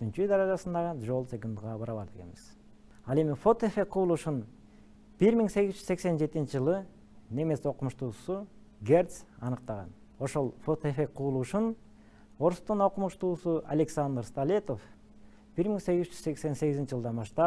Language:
Kyrgyz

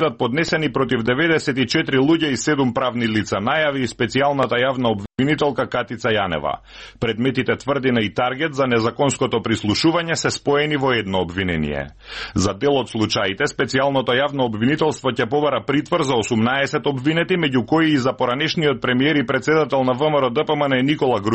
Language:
Macedonian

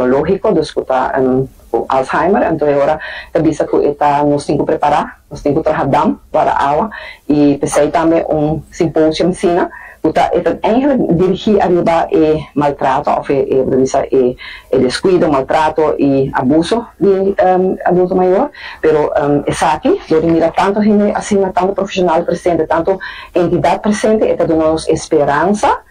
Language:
Papiamento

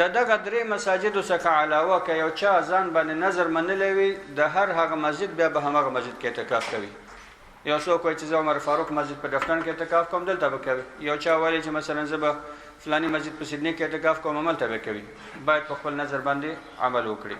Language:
Pashto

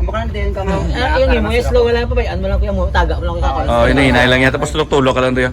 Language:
Hiligaynon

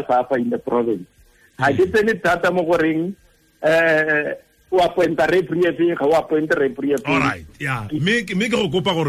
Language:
Tswana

